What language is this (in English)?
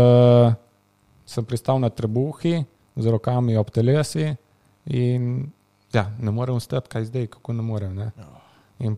Slovenian